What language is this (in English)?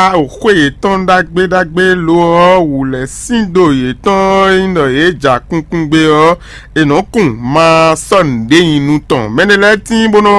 Fon